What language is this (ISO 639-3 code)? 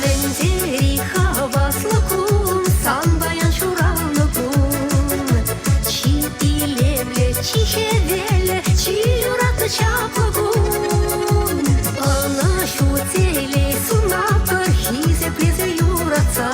chv